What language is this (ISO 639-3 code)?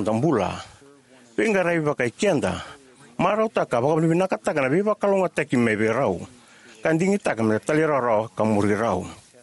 fij